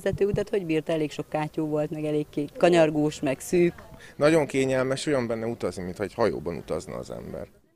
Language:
Hungarian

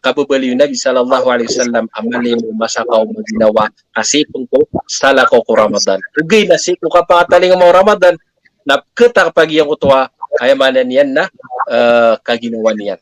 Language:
Maranao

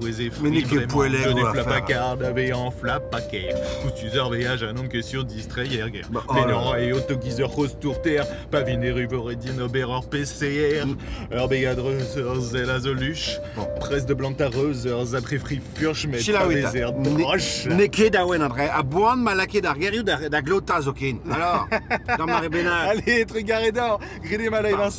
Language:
Breton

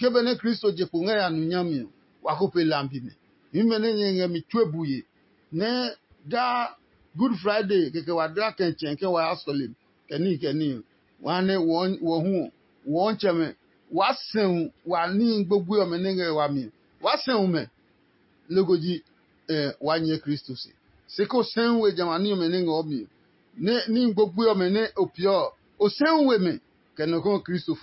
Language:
Adangme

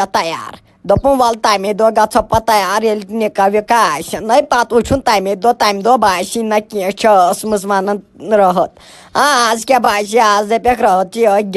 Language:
Kashmiri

